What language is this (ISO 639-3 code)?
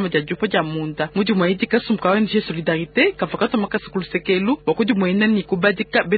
lua